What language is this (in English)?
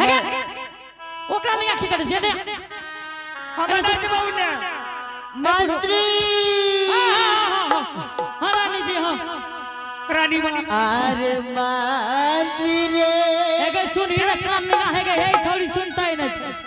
Angika